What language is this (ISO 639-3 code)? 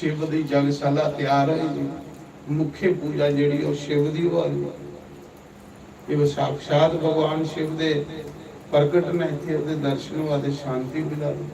doi